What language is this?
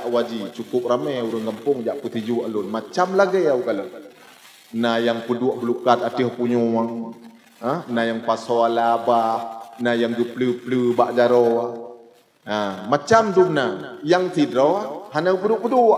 Achinese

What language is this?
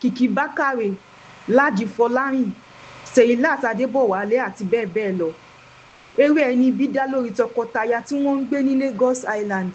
Yoruba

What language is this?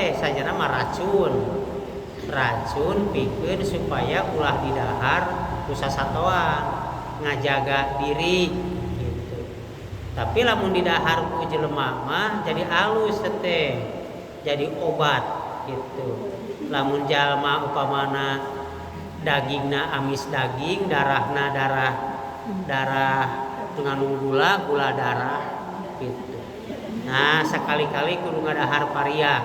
Sundanese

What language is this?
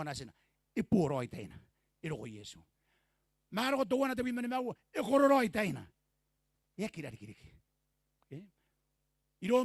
Gilbertese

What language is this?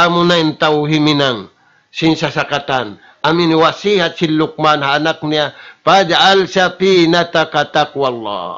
Tausug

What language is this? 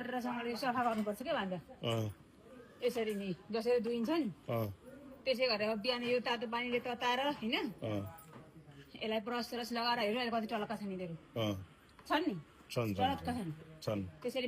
Nepali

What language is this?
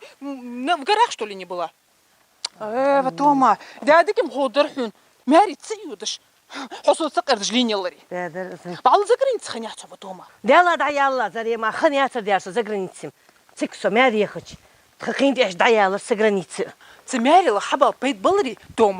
Ingush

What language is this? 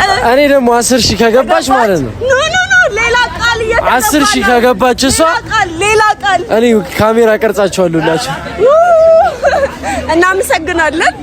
Amharic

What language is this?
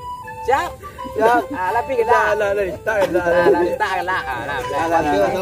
Minangkabau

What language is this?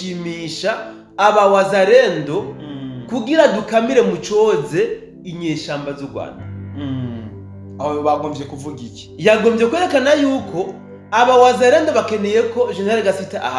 Rundi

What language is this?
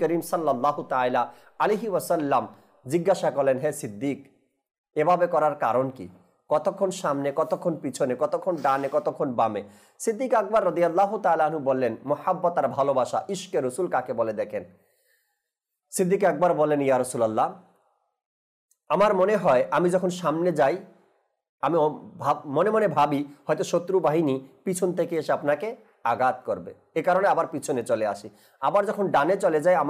Bangla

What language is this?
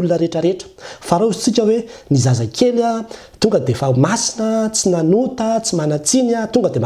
Malagasy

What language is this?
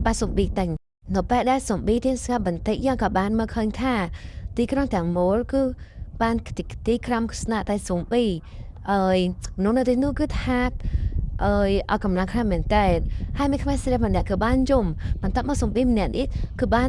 Khmer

